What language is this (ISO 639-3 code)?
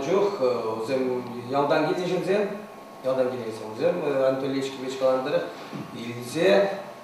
chv